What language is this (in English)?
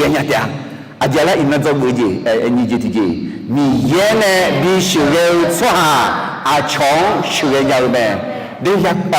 Akha